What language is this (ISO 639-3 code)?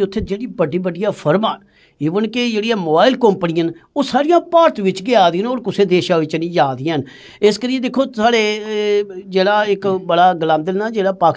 doi